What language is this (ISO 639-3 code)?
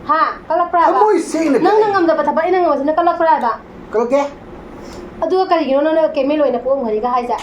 mni